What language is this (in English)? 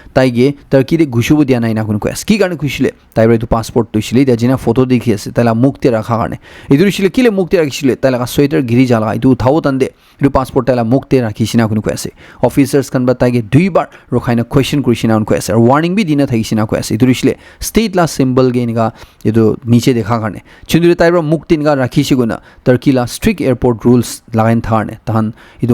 Naga Pidgin